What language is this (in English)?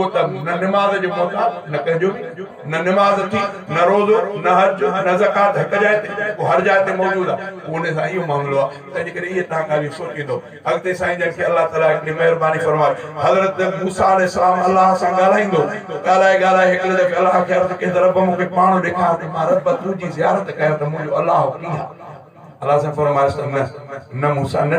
Sindhi